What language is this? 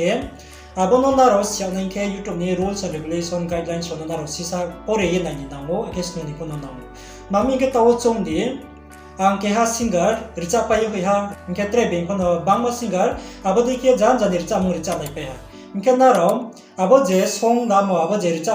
Riang (India)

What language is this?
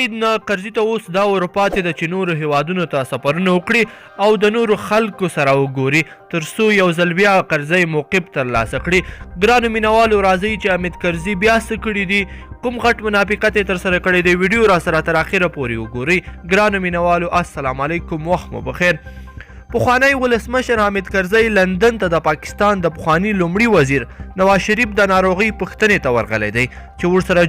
Pashto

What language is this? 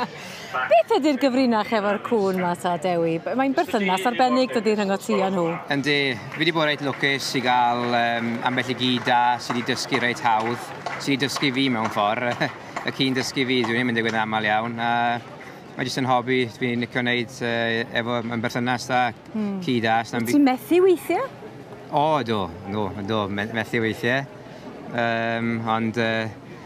Welsh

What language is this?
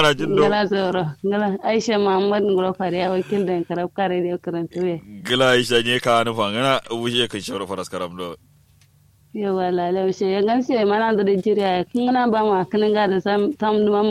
Kanuri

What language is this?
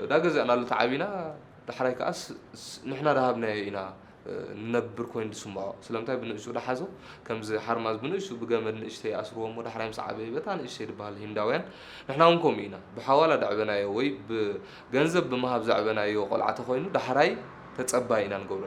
Tigrinya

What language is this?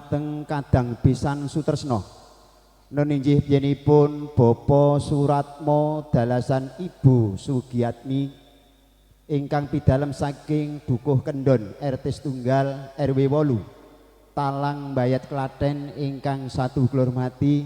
Javanese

